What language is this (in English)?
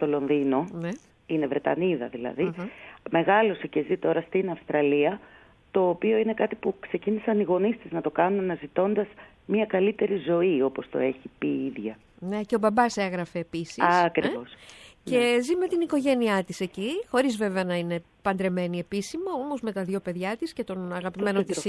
Greek